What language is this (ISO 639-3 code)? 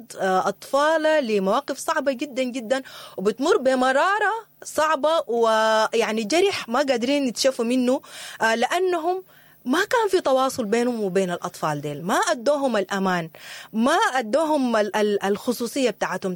apd